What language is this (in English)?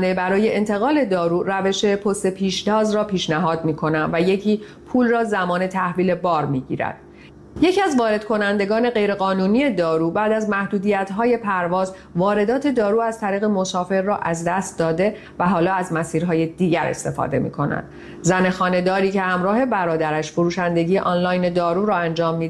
Persian